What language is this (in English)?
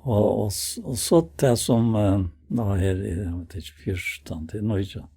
Faroese